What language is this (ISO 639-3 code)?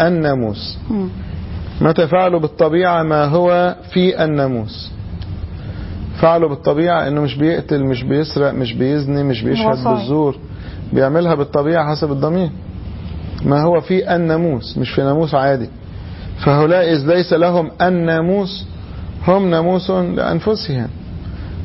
arz